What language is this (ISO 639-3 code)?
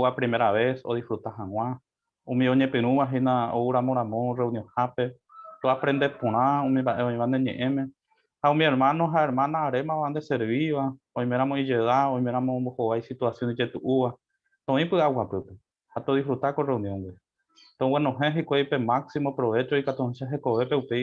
grn